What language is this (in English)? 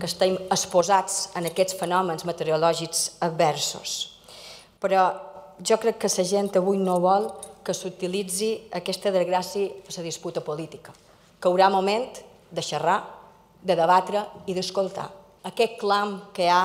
Catalan